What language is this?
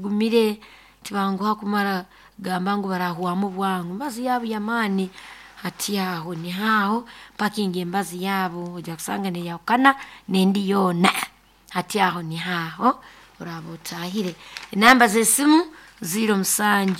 Nyoro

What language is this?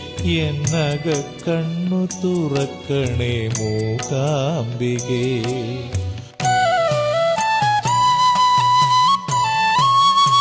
Malayalam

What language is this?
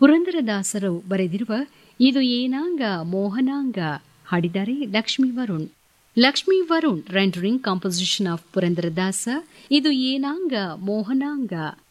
Kannada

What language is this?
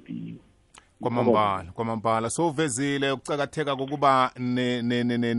South Ndebele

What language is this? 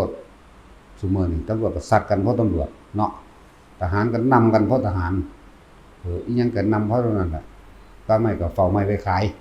Northeastern Thai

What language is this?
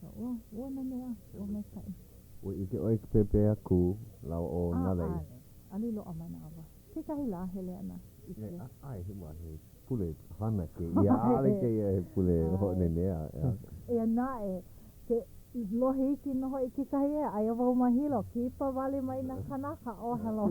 Hawaiian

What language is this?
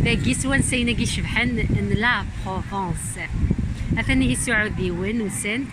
Kabyle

